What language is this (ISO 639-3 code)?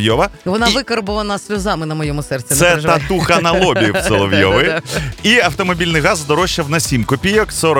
ukr